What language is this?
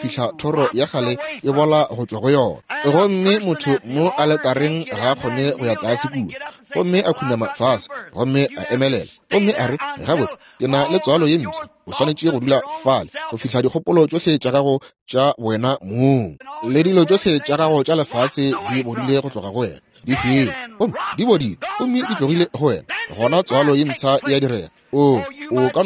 Northern Sotho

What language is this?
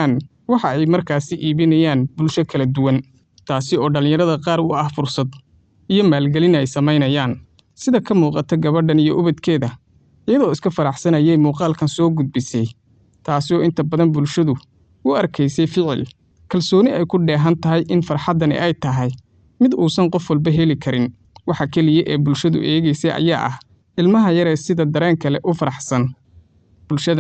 Somali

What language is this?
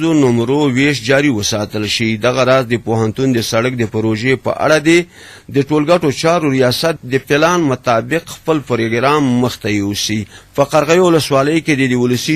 Pashto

